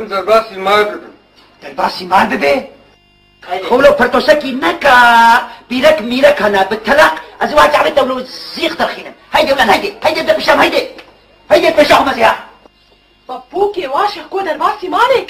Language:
Kurdish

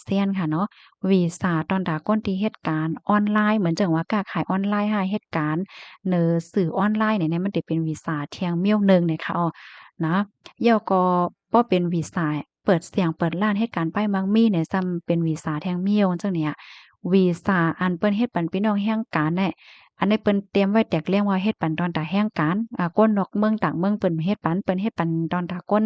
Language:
Shan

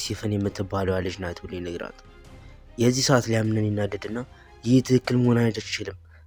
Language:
Amharic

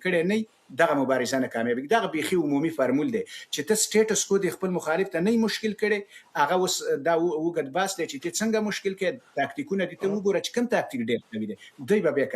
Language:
Pashto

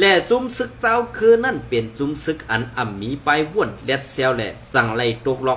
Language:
Shan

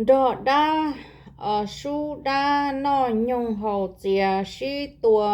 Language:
Hmong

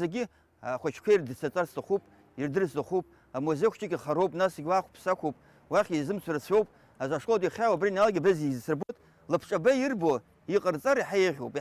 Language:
Abkhazian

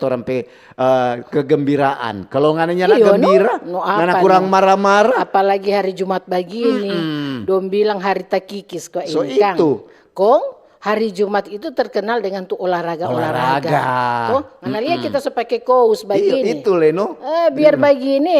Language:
Manado Malay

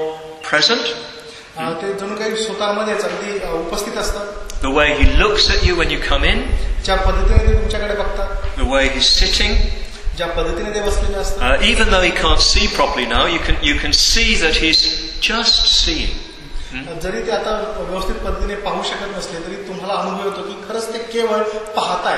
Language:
Marathi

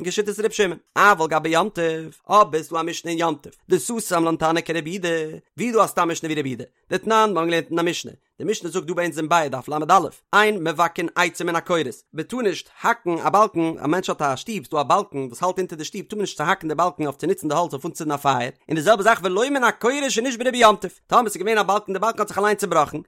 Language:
Yiddish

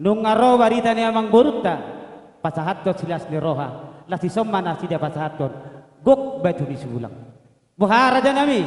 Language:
Batak Toba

